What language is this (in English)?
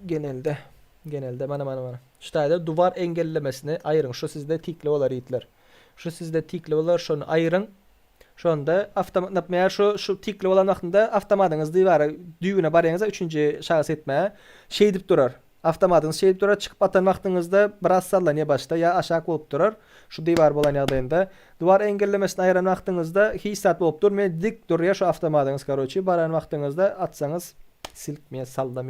Turkmen